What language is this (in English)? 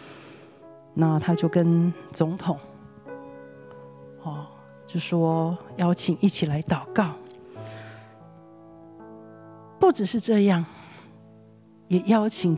Chinese